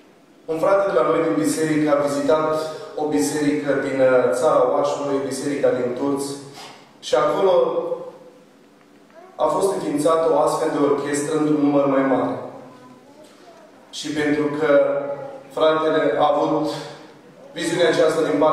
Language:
Romanian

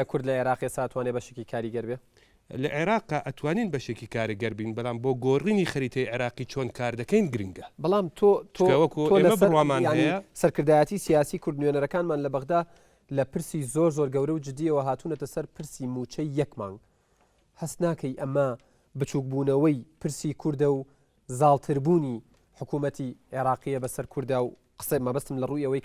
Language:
Central Kurdish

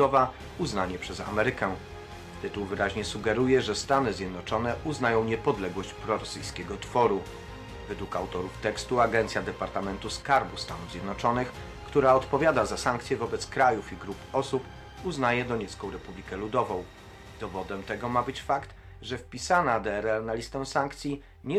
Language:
Polish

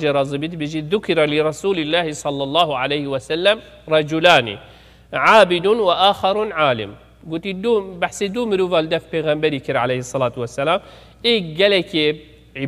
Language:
Kurdish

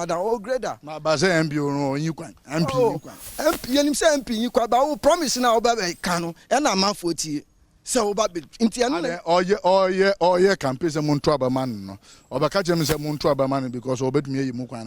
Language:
Akan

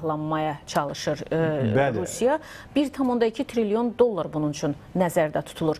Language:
Azerbaijani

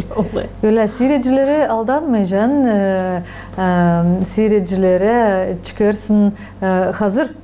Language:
Gagauz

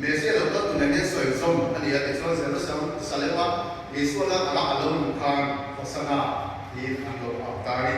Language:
Mizo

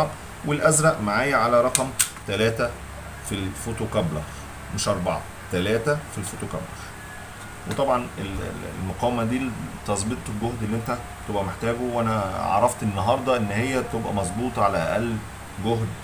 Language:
Egyptian Arabic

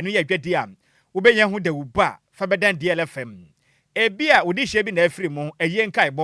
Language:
Akan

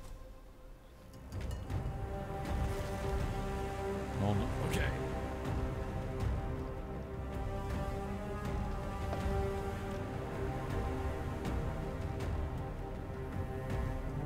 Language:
Turkish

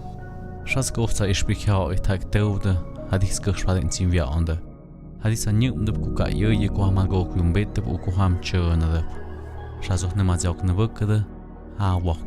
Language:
Tlahuitoltepec Mixe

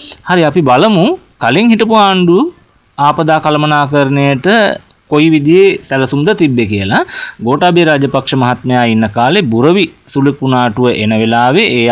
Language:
Sinhala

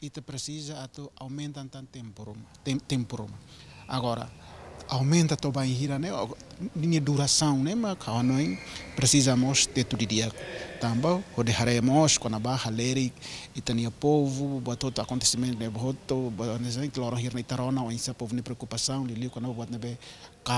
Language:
Tetum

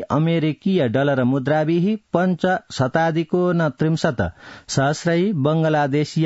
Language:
Sanskrit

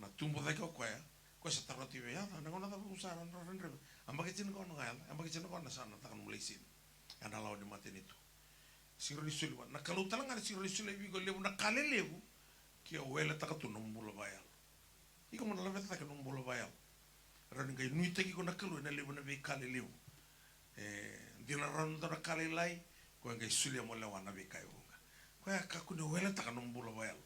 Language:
Fijian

